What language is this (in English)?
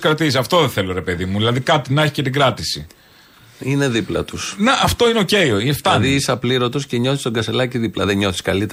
Greek